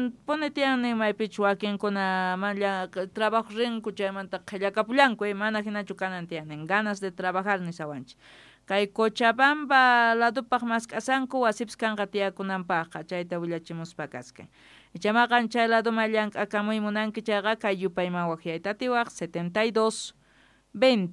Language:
Quechua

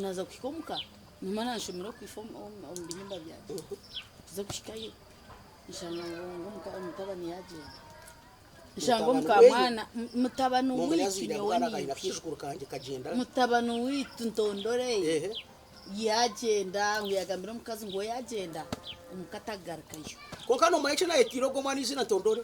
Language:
Nyankole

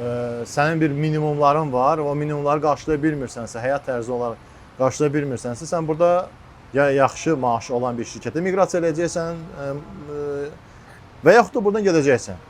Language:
Azerbaijani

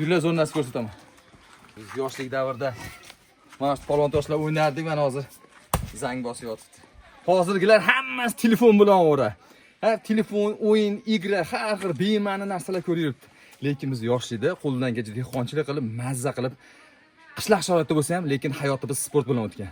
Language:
Uzbek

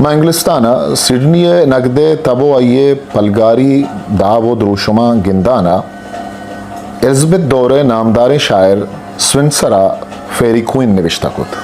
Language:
Eastern Balochi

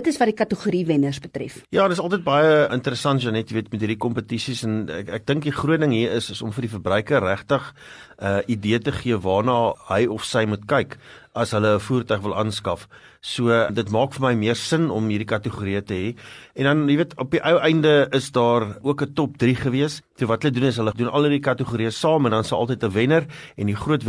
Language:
Afrikaans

